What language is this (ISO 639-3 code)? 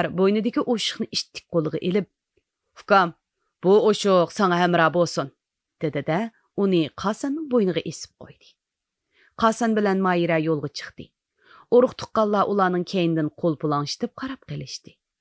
uig